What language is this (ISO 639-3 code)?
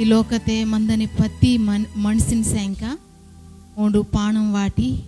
kff